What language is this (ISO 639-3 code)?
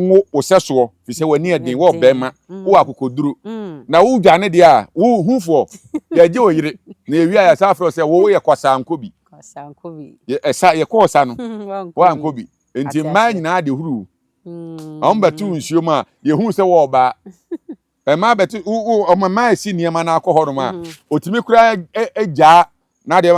aka